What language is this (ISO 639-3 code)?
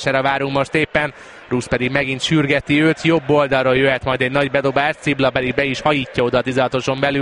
hun